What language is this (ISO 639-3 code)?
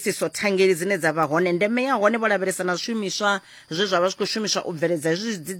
ven